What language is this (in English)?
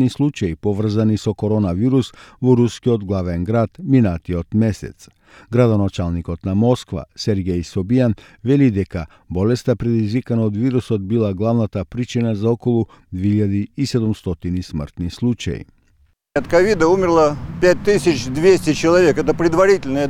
Macedonian